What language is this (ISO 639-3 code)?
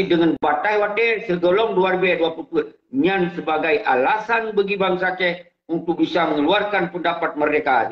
ace